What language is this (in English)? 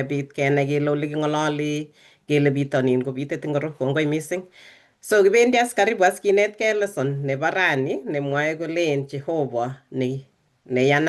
Kalenjin